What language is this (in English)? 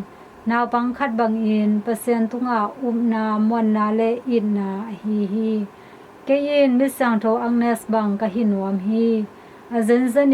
Tedim Chin